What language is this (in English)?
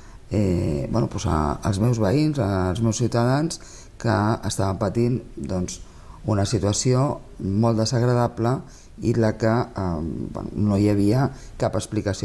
Catalan